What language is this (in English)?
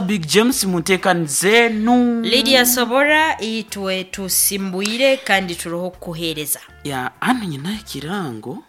Nyoro